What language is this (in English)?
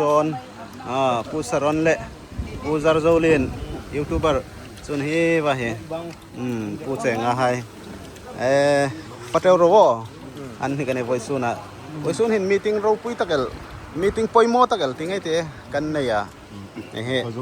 Hmar